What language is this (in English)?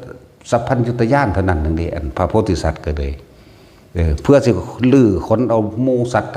Northeastern Thai